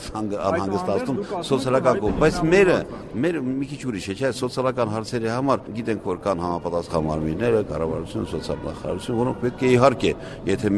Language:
Armenian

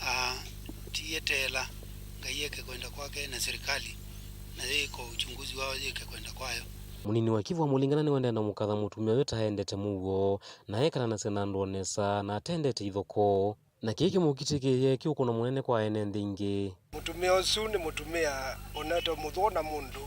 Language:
Kamba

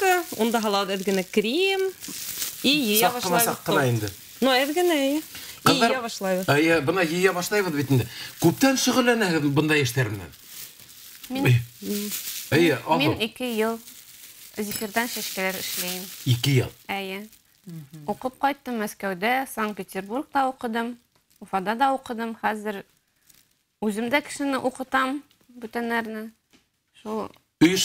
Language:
Bashkir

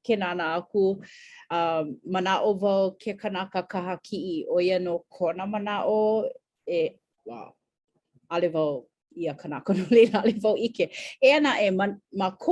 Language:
Hawaiian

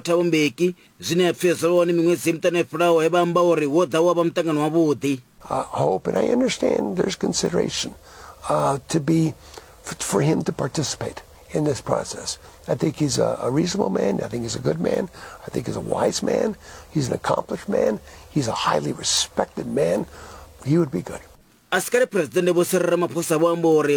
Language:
Venda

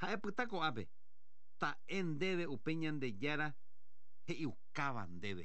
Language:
Guarani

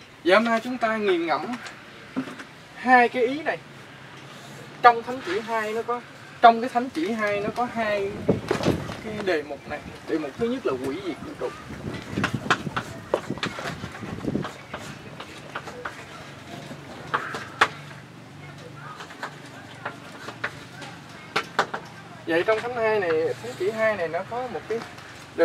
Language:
Vietnamese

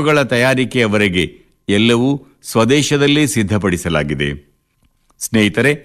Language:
Kannada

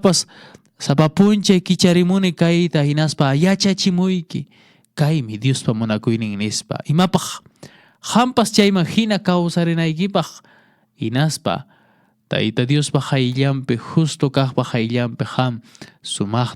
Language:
Quechua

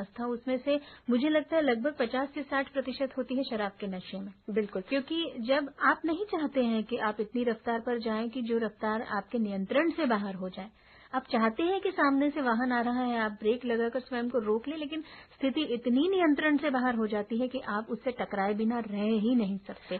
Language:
Hindi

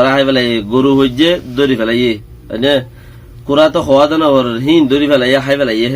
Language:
Rohingya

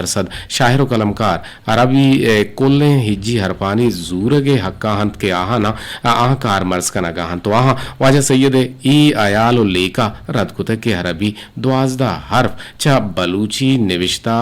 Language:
Eastern Balochi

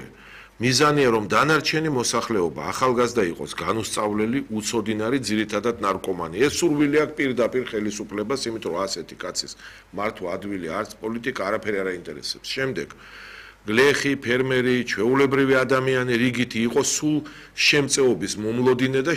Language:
Georgian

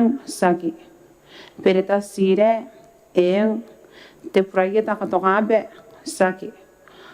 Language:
Gilbertese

